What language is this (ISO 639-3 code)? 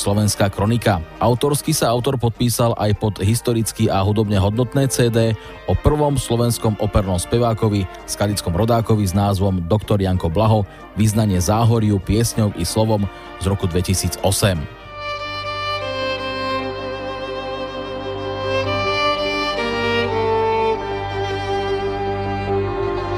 slk